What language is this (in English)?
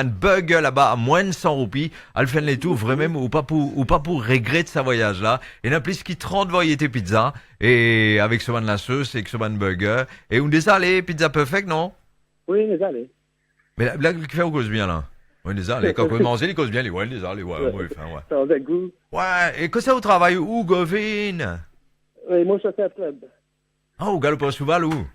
Morisyen